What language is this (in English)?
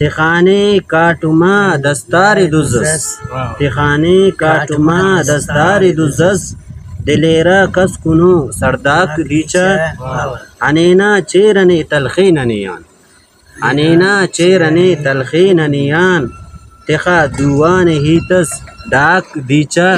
Brahui